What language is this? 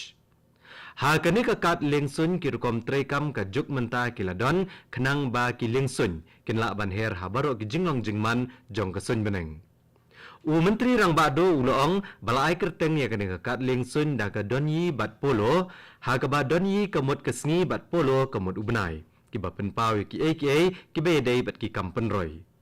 Khasi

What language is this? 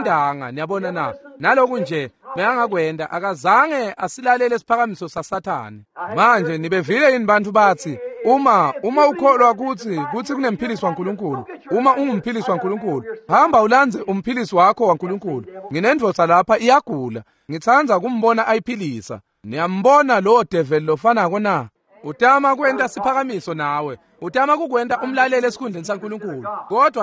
Swati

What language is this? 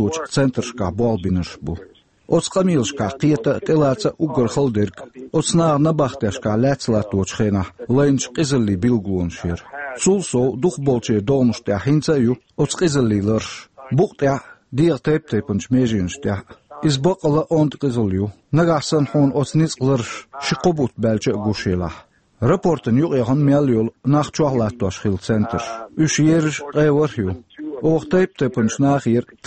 Chechen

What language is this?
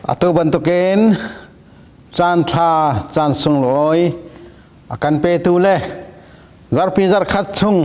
Hakha Chin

